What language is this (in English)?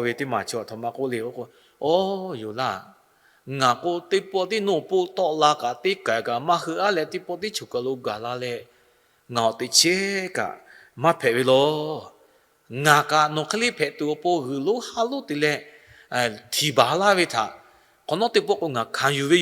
Lahu